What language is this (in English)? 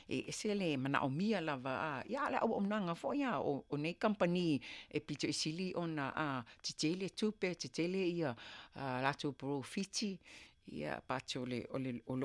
Samoan